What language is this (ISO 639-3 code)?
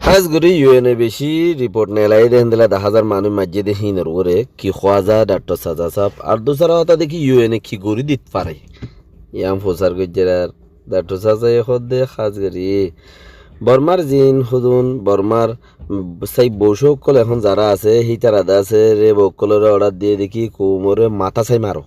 rhg